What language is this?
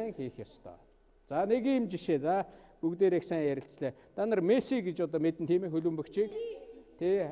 Mongolian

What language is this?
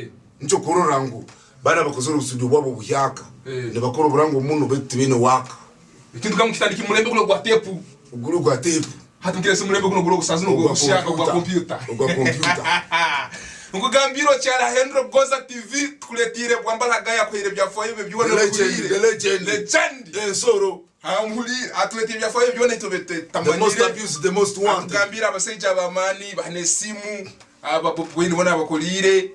Tooro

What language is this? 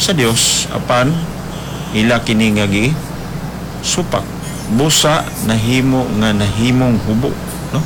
Cebuano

